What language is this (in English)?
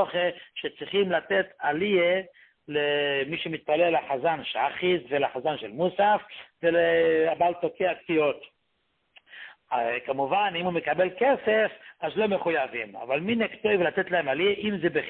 Hebrew